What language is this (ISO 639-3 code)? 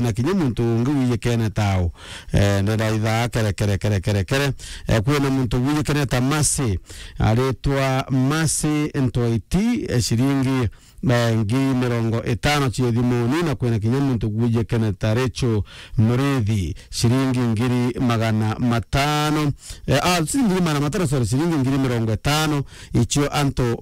mer